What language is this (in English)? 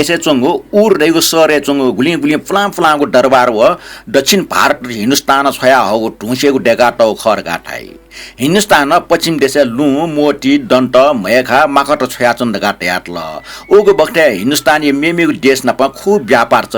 Newari